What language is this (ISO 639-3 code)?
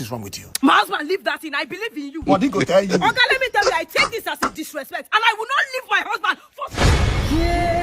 pcm